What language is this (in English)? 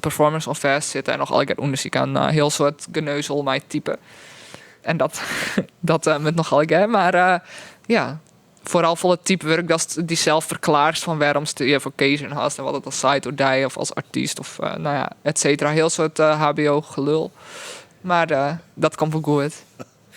Western Frisian